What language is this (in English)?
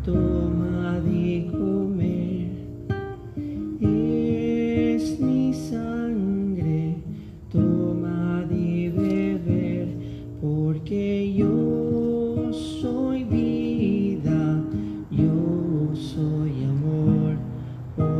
Spanish